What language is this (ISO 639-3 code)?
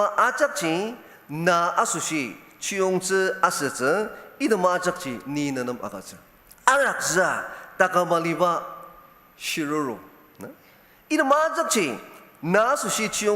njo